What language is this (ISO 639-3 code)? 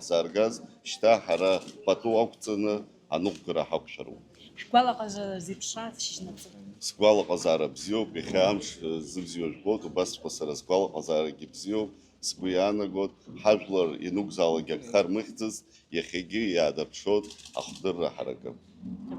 abk